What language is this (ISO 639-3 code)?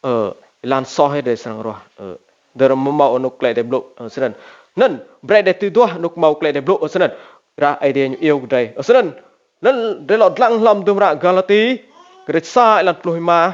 rad